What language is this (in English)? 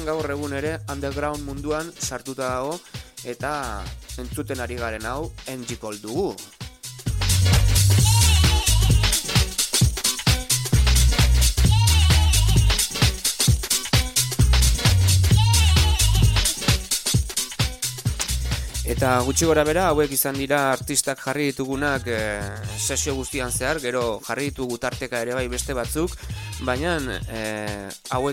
Basque